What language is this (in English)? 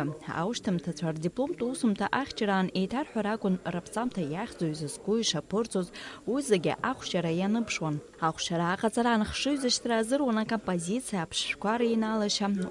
Abkhazian